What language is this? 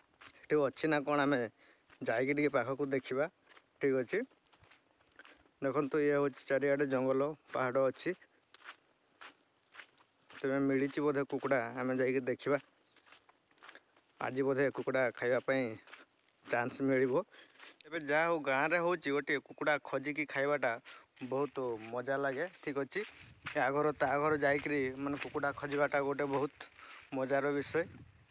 Odia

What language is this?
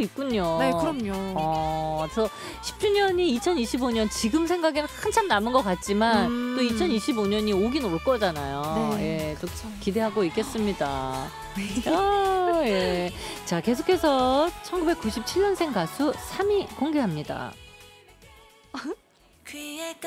Korean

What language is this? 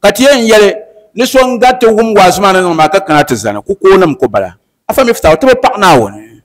Dagbani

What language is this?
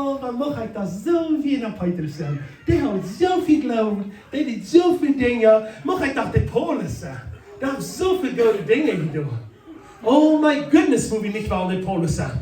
Plautdietsch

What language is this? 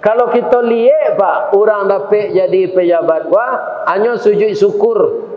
Minangkabau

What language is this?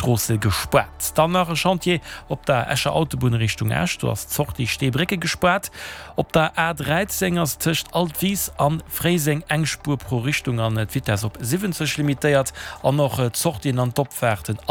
Luxembourgish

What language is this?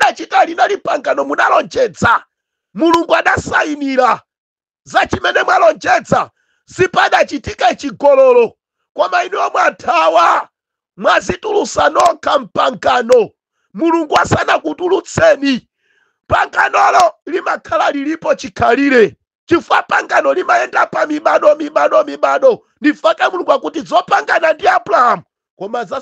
Nyanja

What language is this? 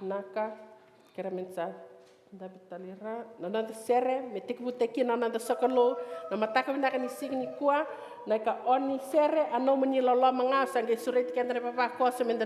Fijian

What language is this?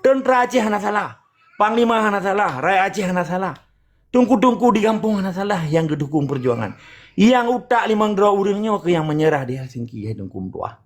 Achinese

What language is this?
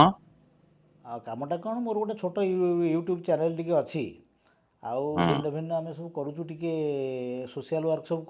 Odia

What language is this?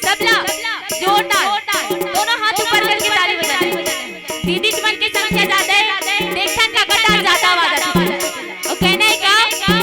Chhattisgarhi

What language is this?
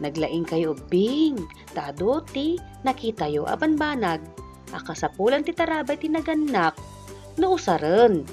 Iloko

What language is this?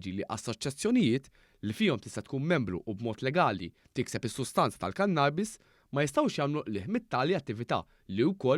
Maltese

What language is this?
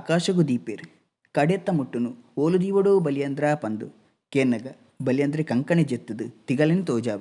Tulu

